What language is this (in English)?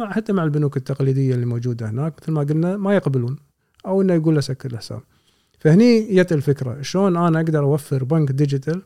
Gulf Arabic